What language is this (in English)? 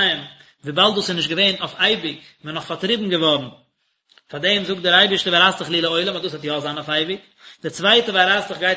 Yiddish